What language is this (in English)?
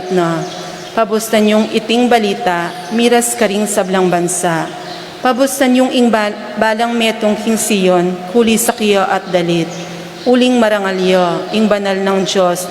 Pampanga